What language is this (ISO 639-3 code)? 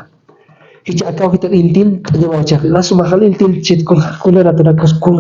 aym